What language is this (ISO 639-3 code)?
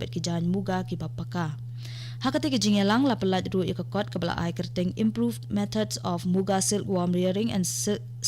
kha